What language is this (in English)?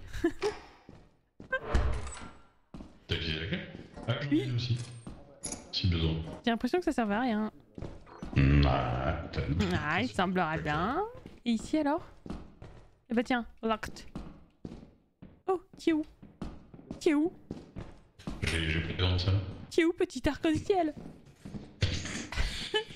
French